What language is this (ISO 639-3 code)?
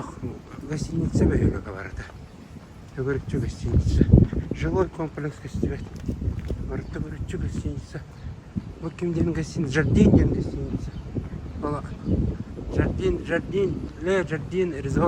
sah